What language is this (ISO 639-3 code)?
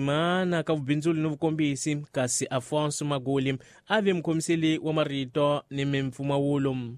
tso